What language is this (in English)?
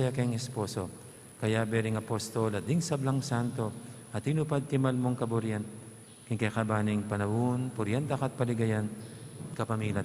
Pampanga